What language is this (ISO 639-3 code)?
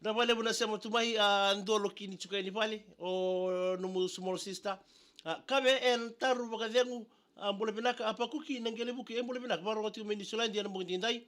fij